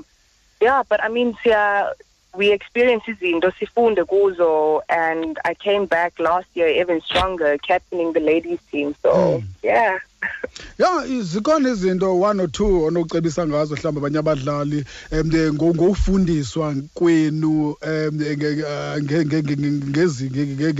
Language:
Xhosa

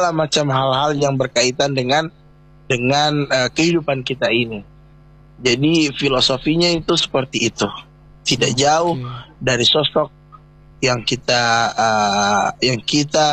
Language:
Indonesian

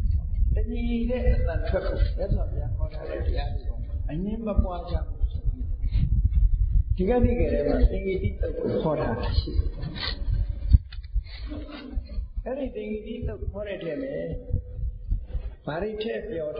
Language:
Burmese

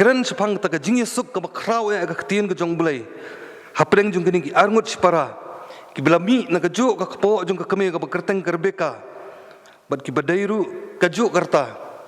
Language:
Khasi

